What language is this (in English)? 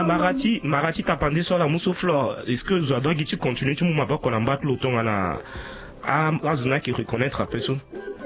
Sango